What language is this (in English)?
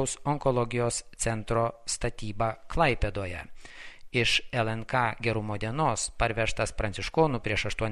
Lithuanian